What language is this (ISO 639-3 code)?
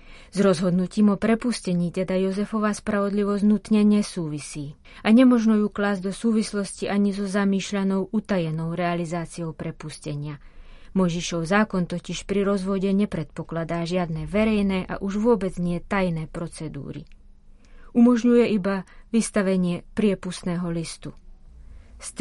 slk